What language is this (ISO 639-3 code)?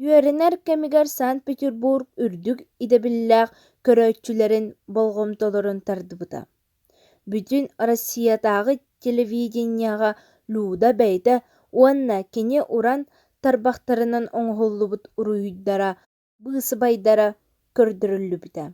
sah